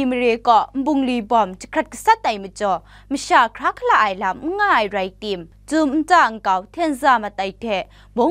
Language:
Kachin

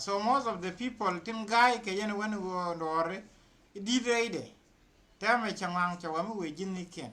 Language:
Nuer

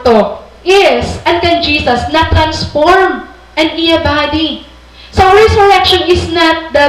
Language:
Waray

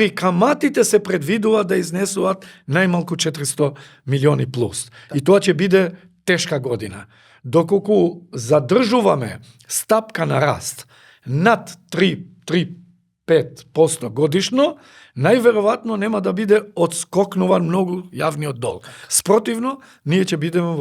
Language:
Macedonian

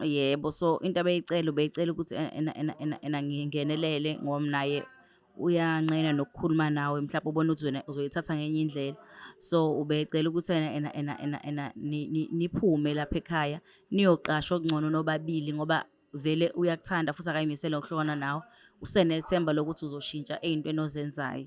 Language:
Zulu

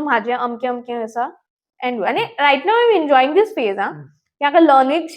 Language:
Konkani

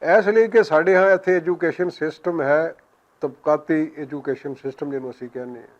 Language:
Western Panjabi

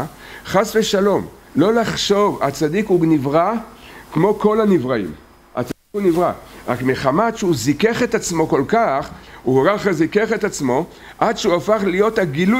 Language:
Hebrew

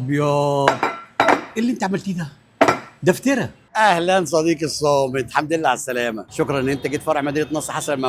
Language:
Egyptian Arabic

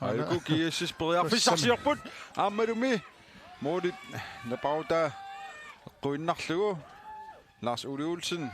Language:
Kalaallisut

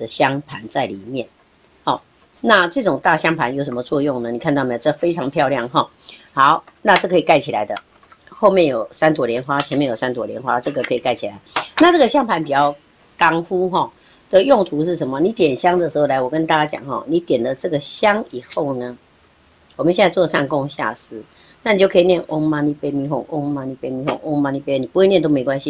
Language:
Chinese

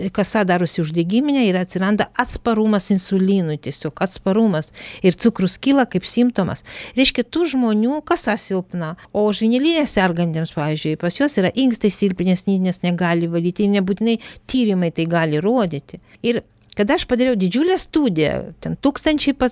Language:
Lithuanian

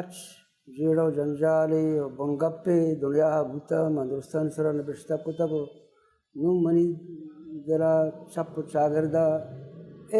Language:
Baluchi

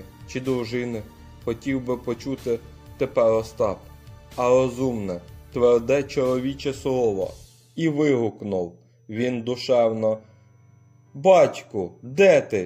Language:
Ukrainian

